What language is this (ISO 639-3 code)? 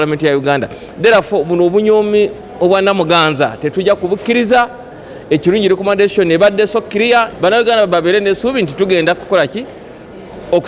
lug